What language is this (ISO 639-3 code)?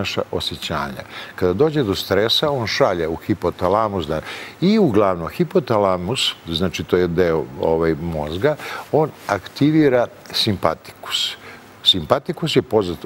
srp